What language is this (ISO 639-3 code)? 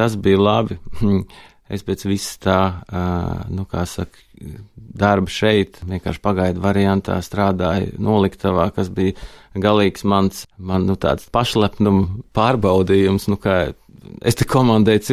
lav